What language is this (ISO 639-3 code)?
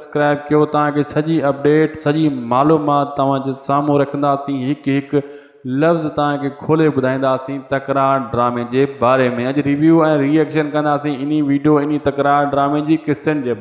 snd